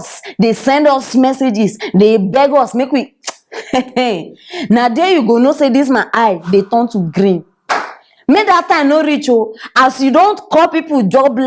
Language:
Nigerian Pidgin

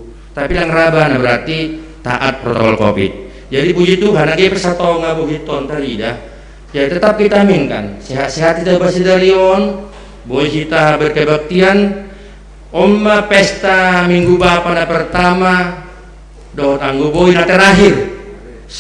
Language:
Batak Simalungun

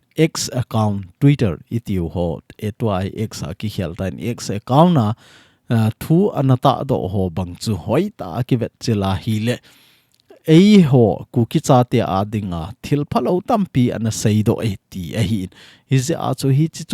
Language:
Thado Chin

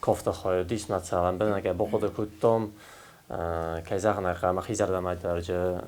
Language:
Ossetic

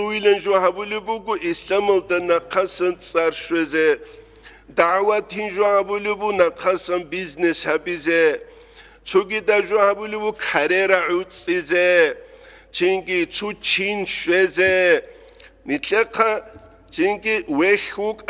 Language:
Avaric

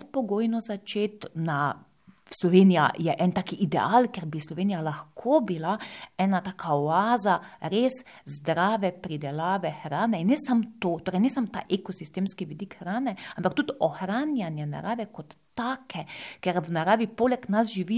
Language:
Slovenian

